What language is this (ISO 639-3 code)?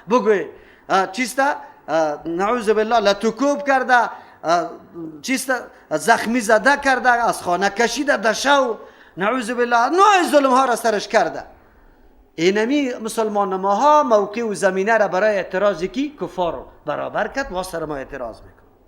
fas